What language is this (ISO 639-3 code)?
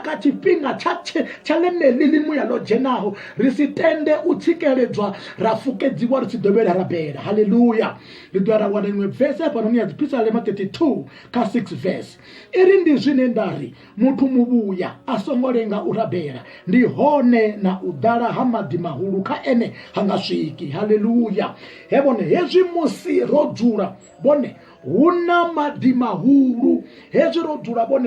ven